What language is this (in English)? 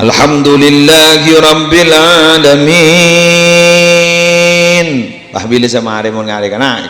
Madurese